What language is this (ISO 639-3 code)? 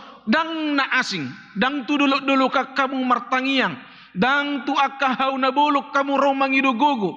bbc